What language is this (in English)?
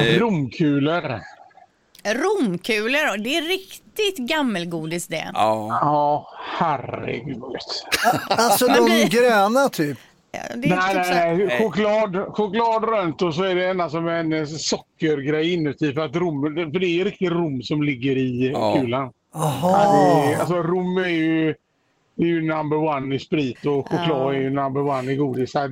Swedish